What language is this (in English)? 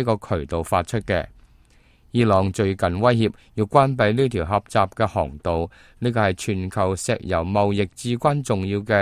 Cantonese